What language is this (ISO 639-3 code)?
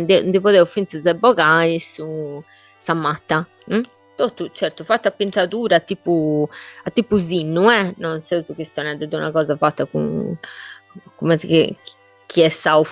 srd